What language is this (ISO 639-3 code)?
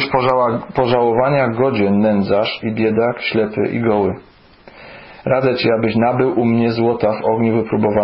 pol